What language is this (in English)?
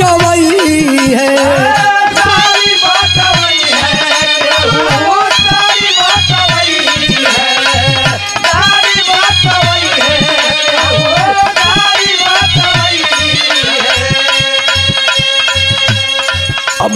Bhojpuri